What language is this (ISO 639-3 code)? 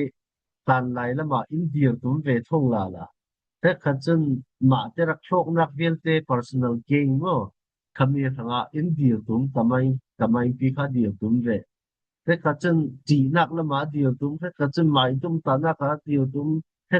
cfm